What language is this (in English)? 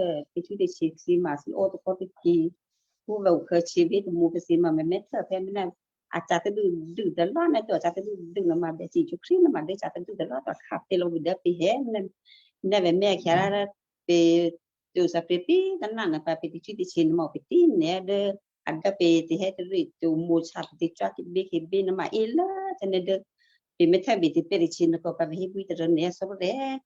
Western Kayah